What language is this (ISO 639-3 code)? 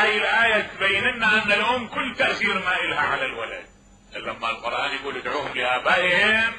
acm